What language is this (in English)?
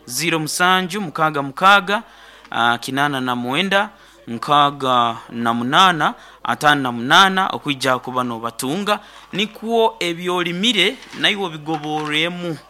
Nyoro